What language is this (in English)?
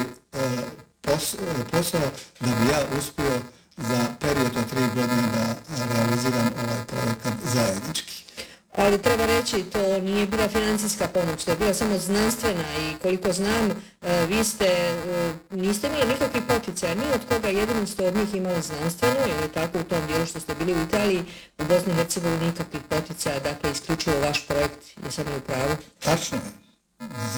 Croatian